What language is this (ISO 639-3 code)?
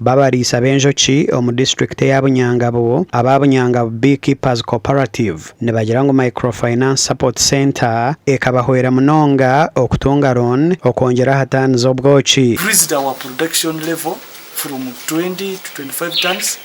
nyn